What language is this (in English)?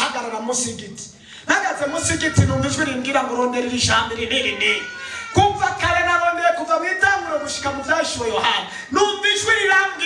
Rundi